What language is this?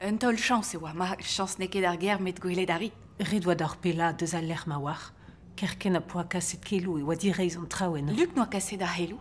Breton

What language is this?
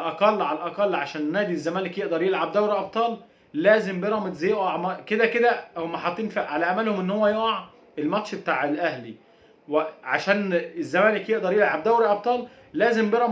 Egyptian Arabic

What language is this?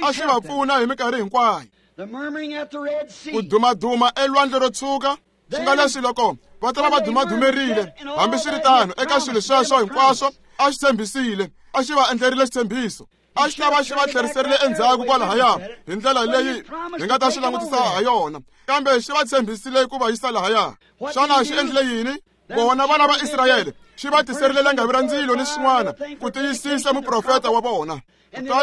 Tsonga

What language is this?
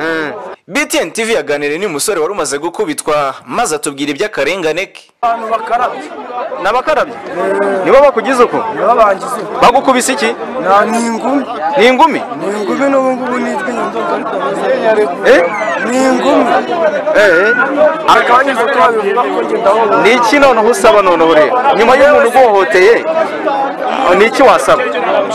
Kinyarwanda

